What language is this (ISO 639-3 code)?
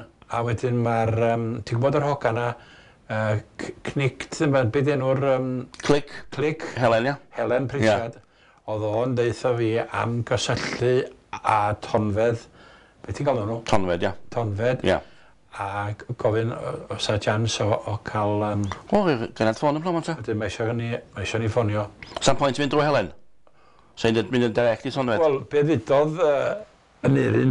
cym